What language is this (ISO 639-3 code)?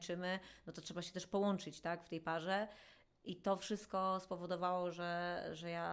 pol